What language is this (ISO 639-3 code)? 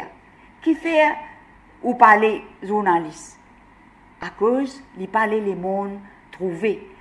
mfe